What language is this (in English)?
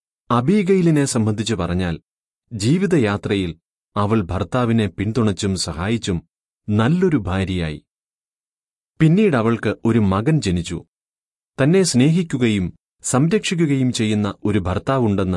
Malayalam